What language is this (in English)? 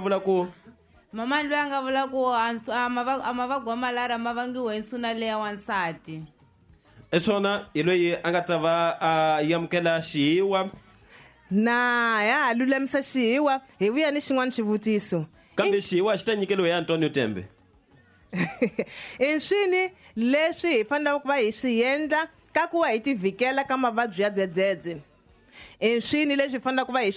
Tsonga